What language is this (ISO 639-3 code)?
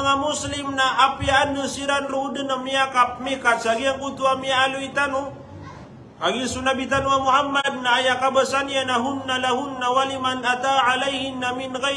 mrw